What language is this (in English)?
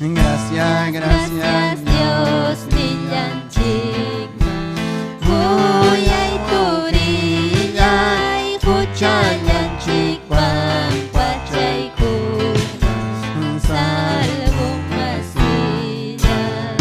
Ayacucho Quechua